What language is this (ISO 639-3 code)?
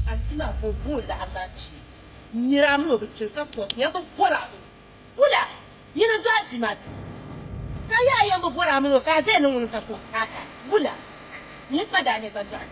dag